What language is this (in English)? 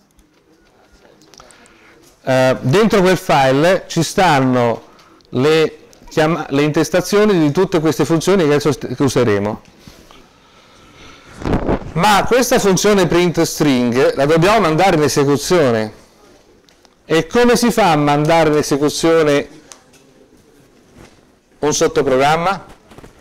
Italian